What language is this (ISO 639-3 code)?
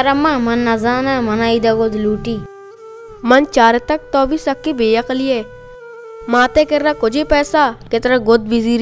bal